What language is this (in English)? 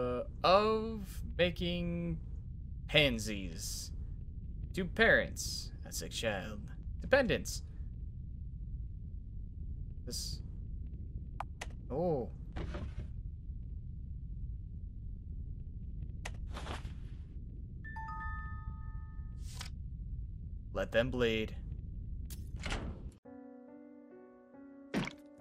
English